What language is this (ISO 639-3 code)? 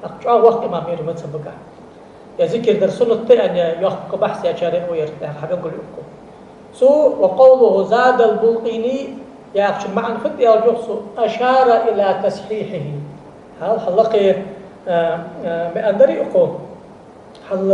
inh